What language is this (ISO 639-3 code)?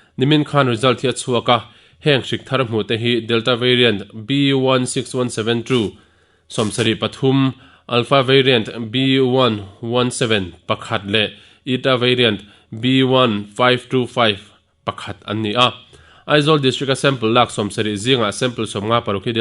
lus